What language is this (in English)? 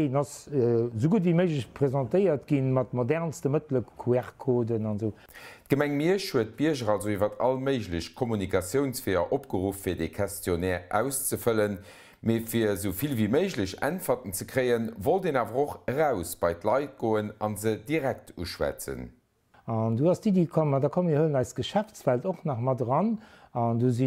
Luxembourgish